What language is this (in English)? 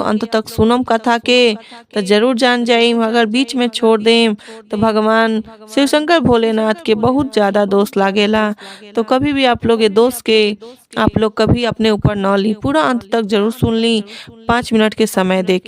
Bhojpuri